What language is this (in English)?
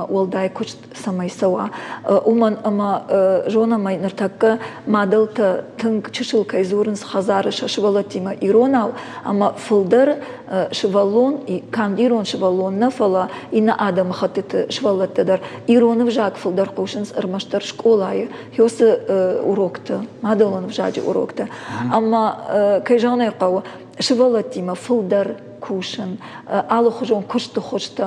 Ossetic